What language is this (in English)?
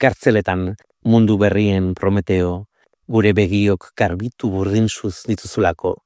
Basque